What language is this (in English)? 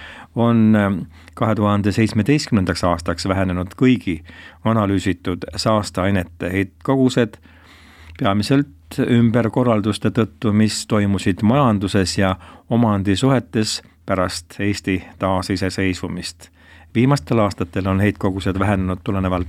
Estonian